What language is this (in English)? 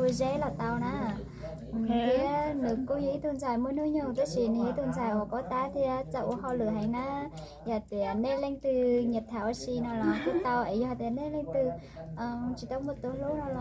Hmong